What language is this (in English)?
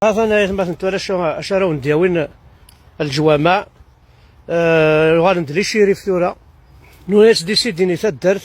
Kabyle